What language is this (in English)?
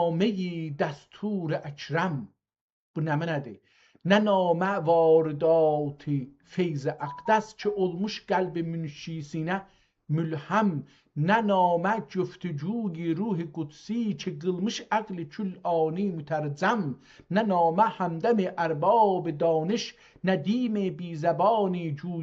South Azerbaijani